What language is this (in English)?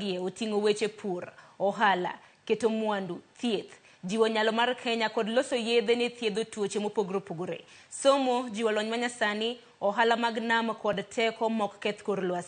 Luo (Kenya and Tanzania)